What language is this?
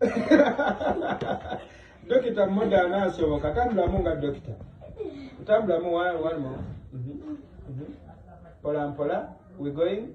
Ganda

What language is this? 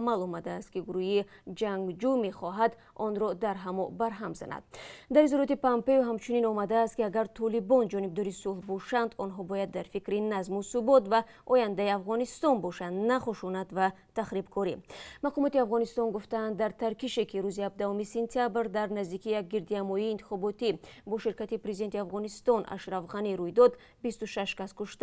Tajik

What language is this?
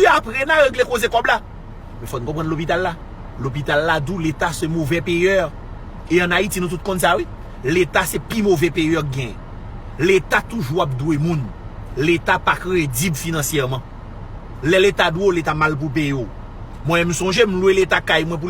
Haitian Creole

